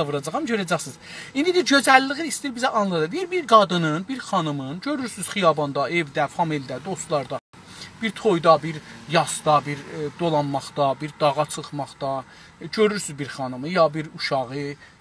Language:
South Azerbaijani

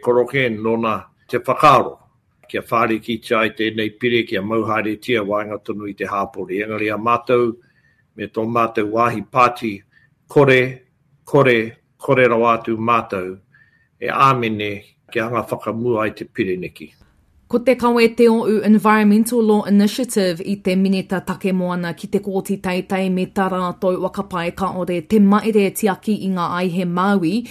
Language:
Māori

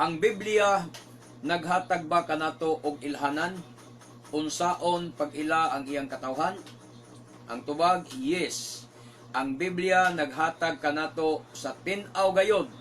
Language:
Cebuano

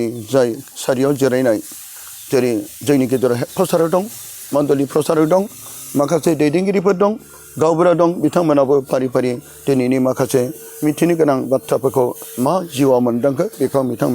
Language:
Bodo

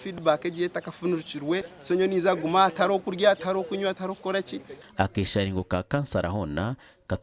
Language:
Nyankole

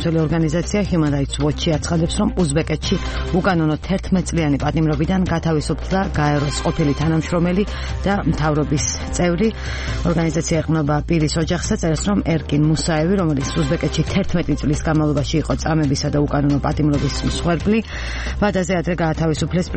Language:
Georgian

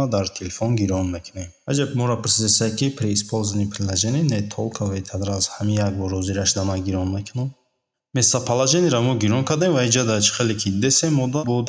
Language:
Tajik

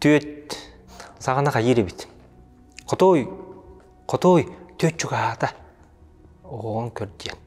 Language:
Yakut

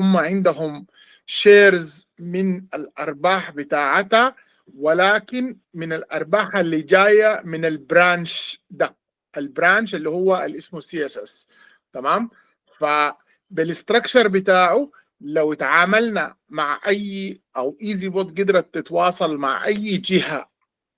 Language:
Sudanese Arabic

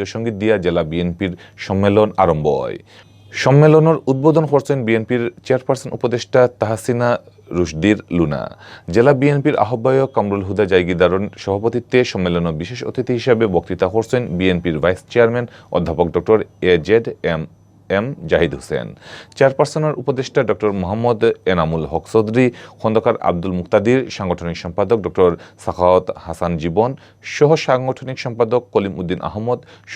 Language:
Sylheti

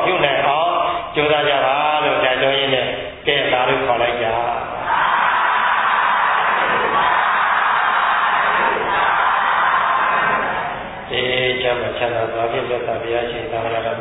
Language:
Burmese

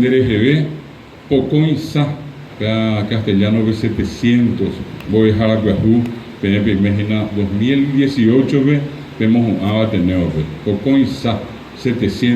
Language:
Guarani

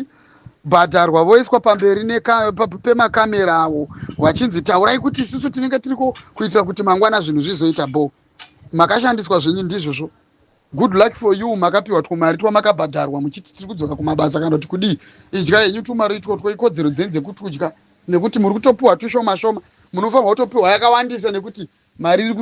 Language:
Shona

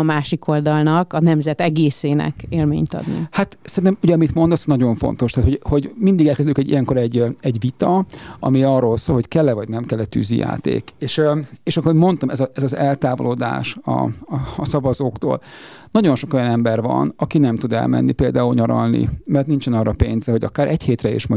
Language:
Hungarian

